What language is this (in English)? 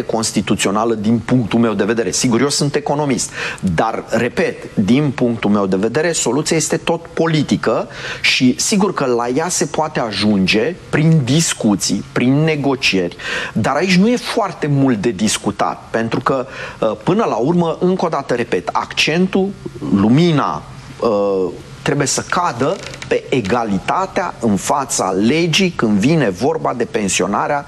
Romanian